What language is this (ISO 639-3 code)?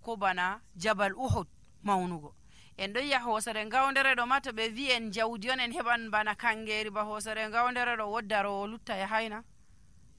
fuv